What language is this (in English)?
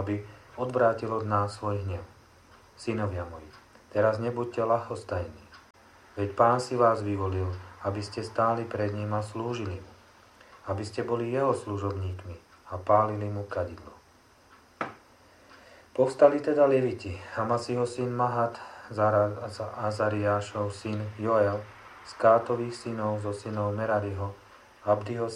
Slovak